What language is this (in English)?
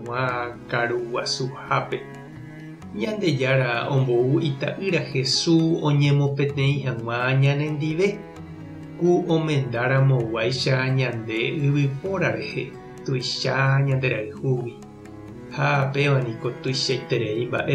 Guarani